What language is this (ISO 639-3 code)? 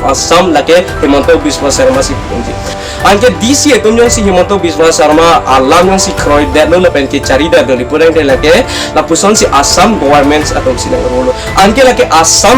mjw